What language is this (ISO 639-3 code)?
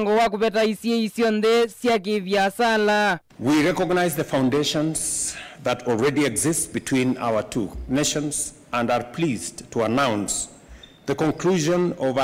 kam